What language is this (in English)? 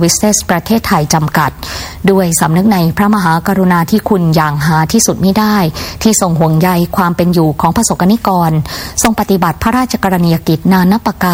Thai